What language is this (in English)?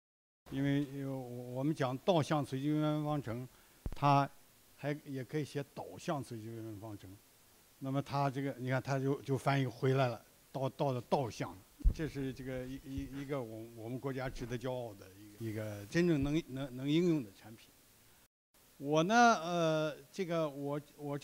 Chinese